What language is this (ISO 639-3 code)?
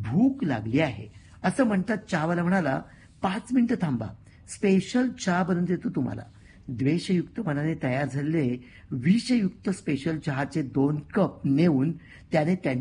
mar